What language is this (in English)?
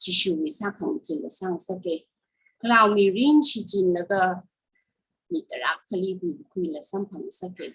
Tangkhul Naga (India)